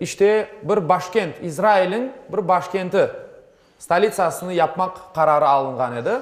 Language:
Crimean Tatar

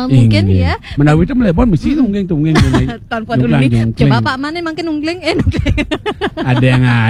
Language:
Balinese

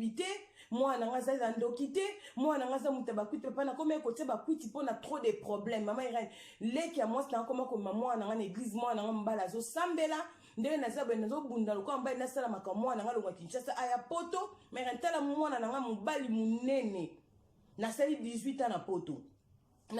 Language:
Lingala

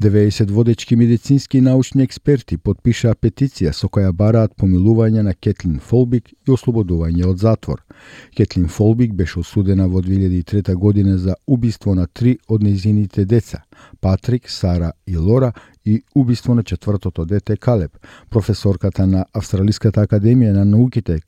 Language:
Macedonian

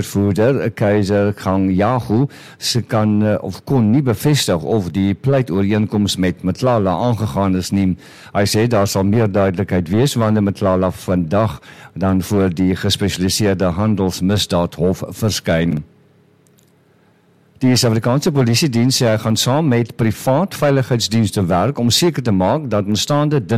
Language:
Afrikaans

